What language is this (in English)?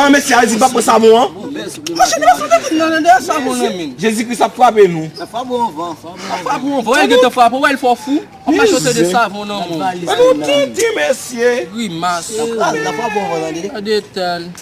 Haitian Creole